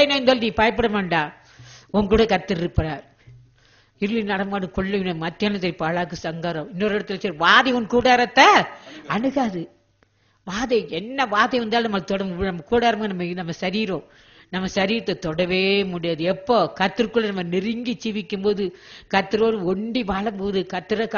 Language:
Tamil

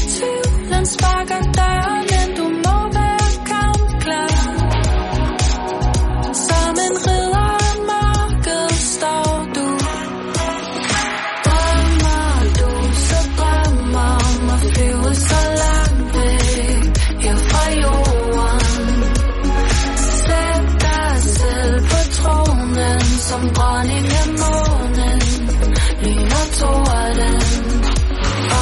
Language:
Danish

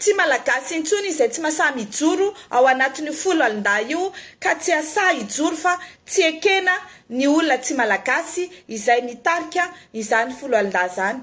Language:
Malagasy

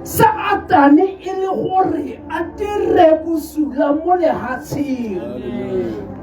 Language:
Tswana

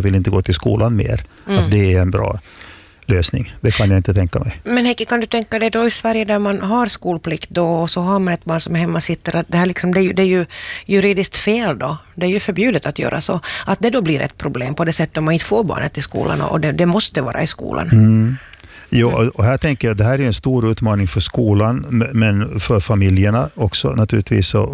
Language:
Swedish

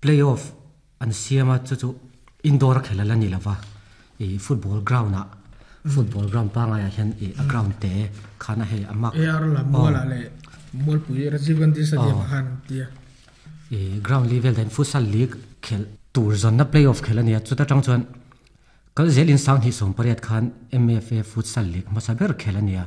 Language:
Mizo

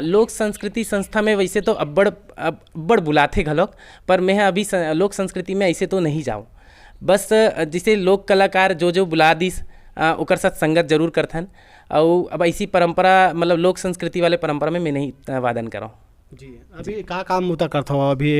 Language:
Chhattisgarhi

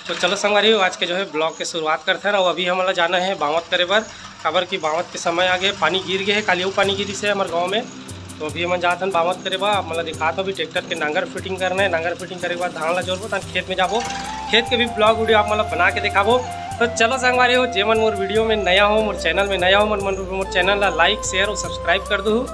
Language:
Chhattisgarhi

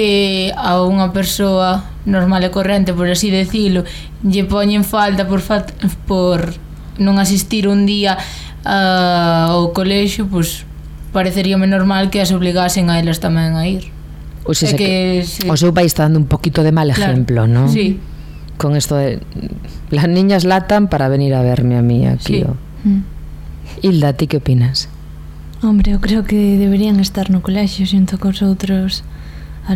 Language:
Galician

